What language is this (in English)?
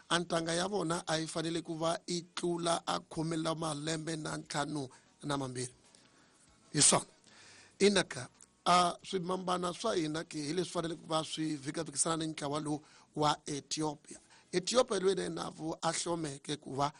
Tsonga